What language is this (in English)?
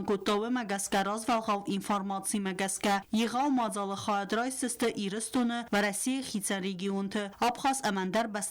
Ossetic